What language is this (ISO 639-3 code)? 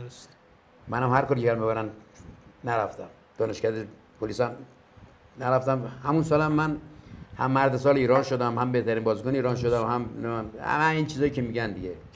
fas